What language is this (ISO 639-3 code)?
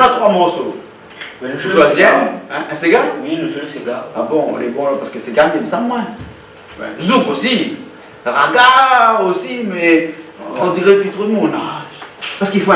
rcf